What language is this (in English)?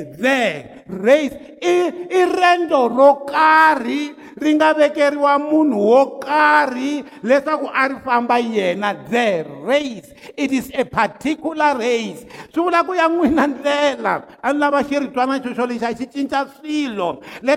Tsonga